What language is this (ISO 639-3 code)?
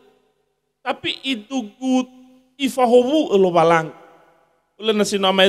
nia